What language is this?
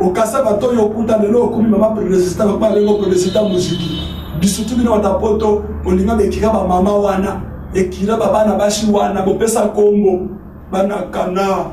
Lingala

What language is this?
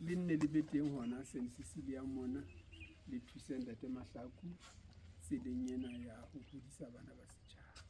Southern Sotho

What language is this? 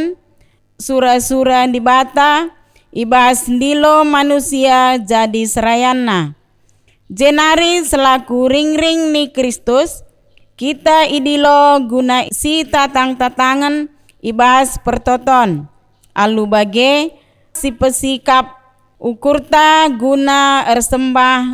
Batak Karo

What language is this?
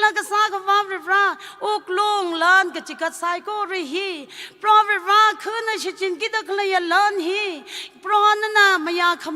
Tangkhul Naga (India)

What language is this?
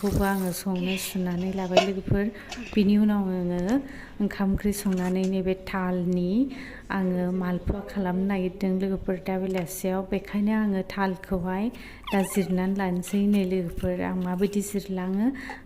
Bodo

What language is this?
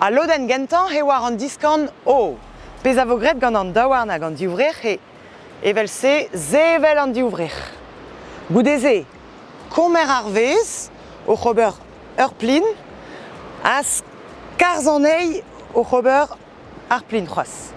Breton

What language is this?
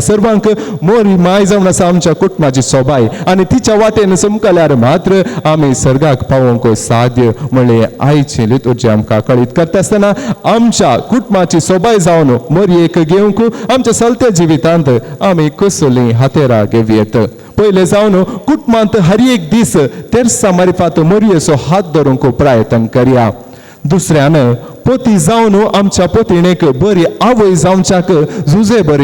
Konkani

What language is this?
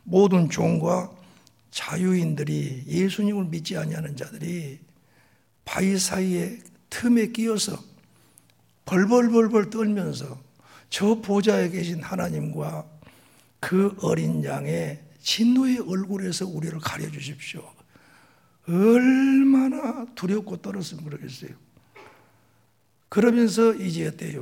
Korean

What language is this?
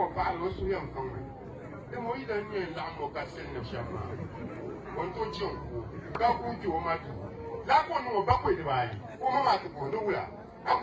Dagbani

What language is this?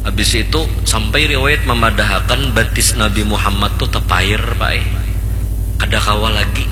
Banjar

